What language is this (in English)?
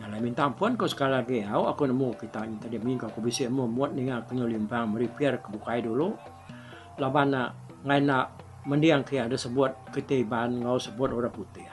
Iban